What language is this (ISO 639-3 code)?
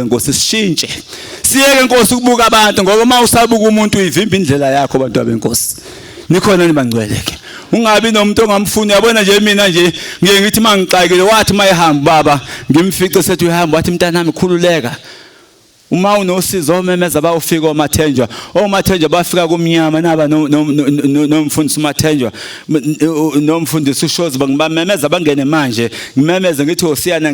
zul